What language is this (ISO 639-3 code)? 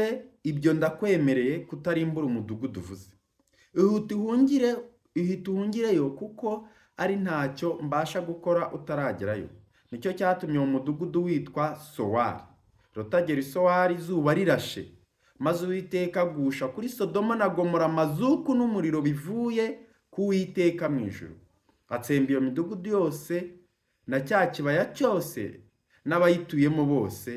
kin